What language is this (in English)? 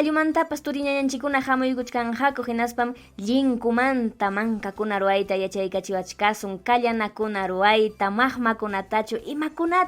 Ayacucho Quechua